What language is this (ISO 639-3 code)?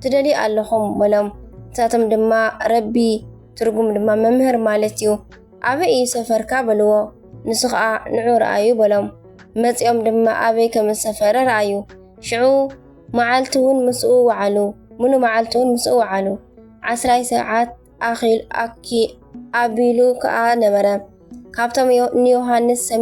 tir